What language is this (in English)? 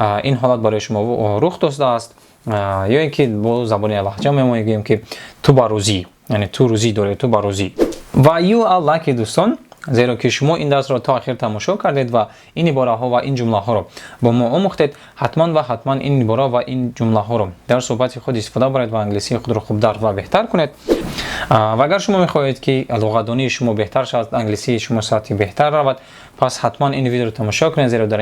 Tajik